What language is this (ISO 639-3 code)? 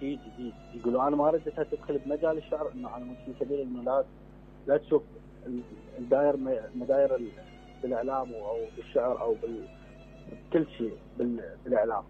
acm